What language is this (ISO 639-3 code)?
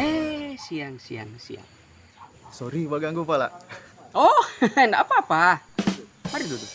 xmm